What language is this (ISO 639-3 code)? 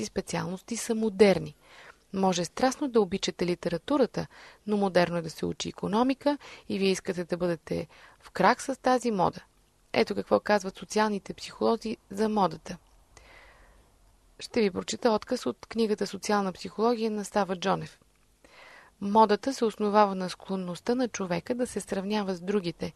bul